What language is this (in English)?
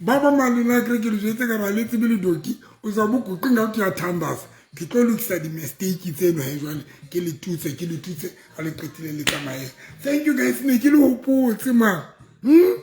Southern Sotho